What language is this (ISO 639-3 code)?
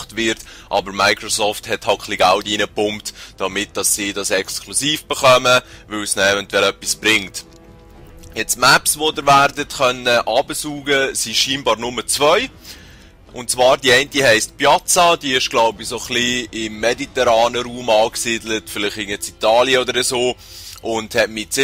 gsw